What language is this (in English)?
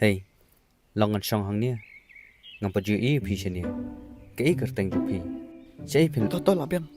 Khasi